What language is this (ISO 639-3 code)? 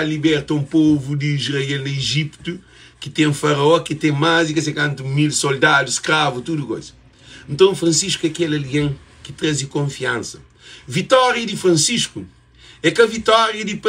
kea